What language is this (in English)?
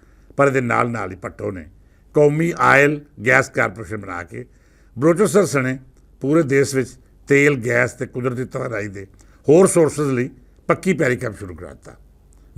Western Panjabi